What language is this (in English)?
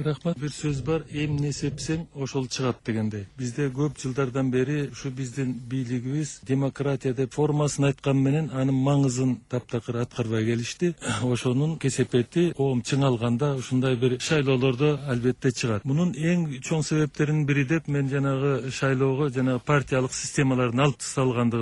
Kyrgyz